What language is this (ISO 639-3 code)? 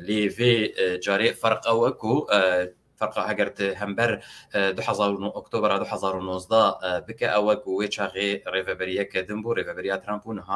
kur